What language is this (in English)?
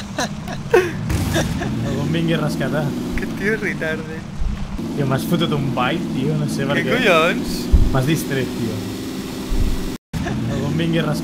Catalan